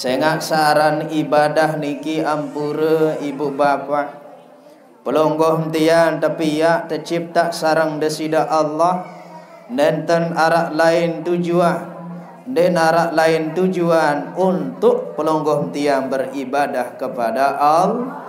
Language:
Sasak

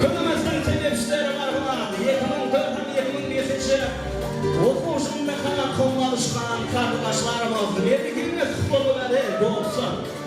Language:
Kara-Kalpak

